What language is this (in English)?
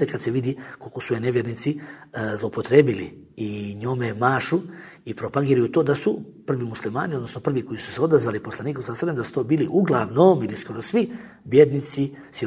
Bosnian